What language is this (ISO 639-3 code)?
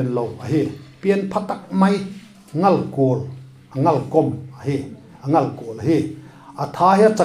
vap